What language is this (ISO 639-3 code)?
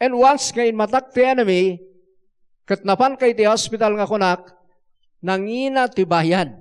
ilo